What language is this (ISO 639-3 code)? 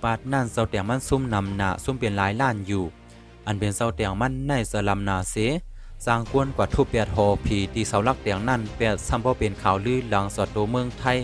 shn